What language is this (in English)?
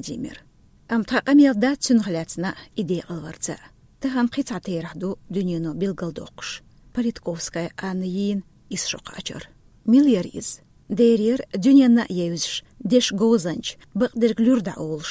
Chechen